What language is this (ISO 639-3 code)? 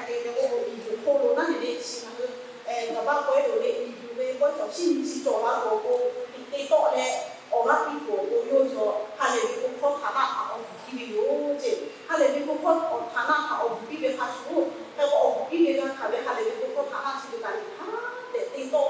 lhu